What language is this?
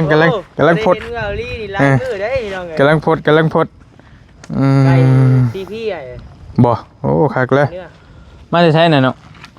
Northeastern Thai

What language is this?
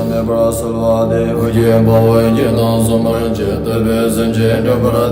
Tibetan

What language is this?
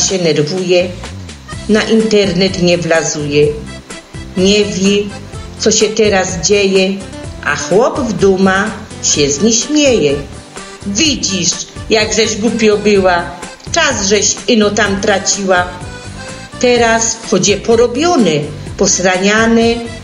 Silesian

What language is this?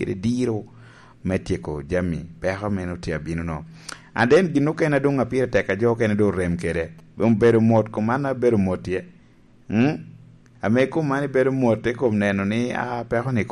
Lango (Uganda)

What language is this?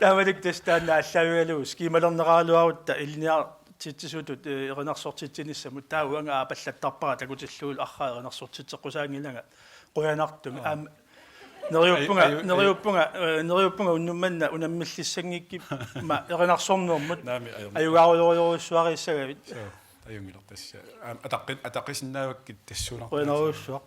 Kalaallisut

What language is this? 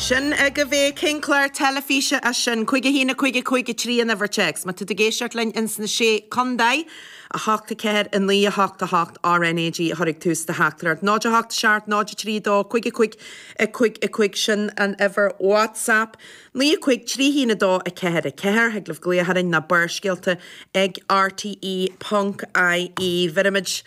Irish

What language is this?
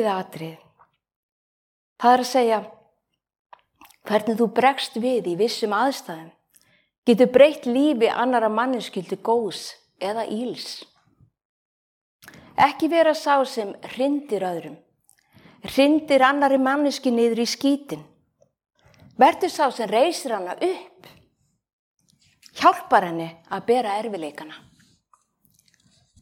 Icelandic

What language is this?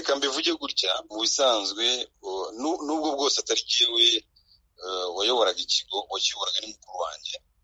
Kinyarwanda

